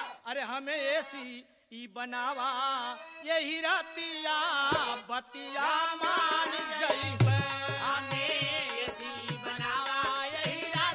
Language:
Bhojpuri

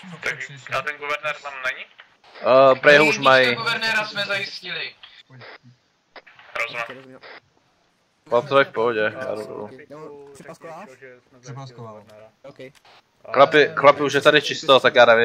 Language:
Czech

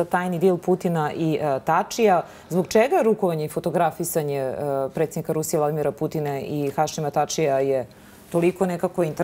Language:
Bosnian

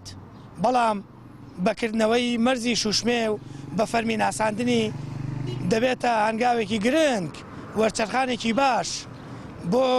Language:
Central Kurdish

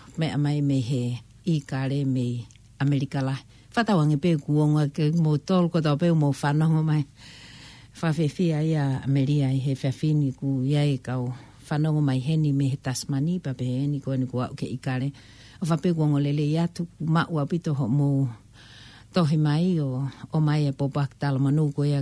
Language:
Tongan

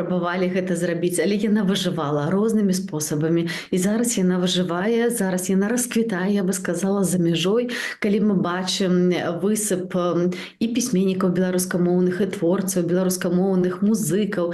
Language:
Belarusian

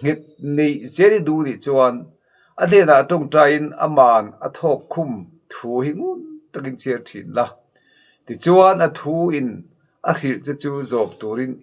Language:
Mizo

